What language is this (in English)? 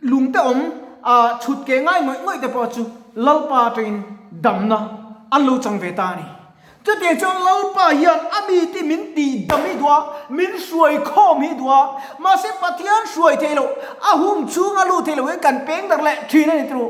Mizo